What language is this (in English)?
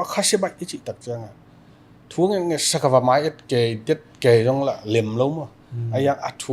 Tedim Chin